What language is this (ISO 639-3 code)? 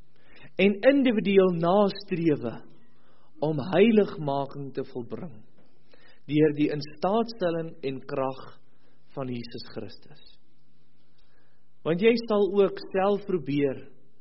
afr